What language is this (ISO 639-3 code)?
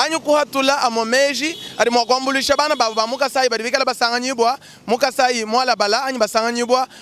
lua